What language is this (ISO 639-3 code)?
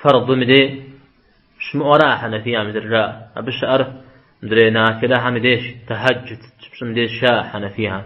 kbd